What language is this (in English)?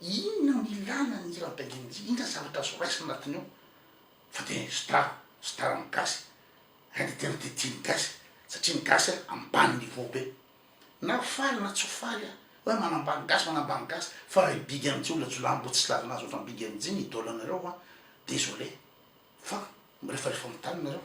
Malagasy